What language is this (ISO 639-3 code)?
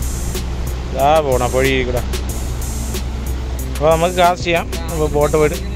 mal